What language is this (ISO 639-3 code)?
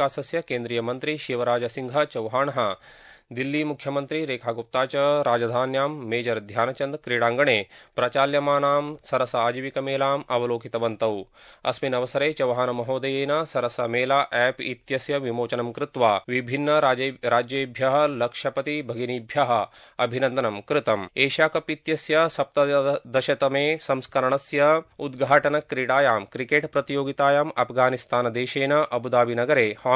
san